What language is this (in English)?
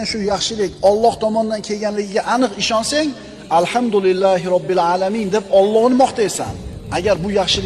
Uzbek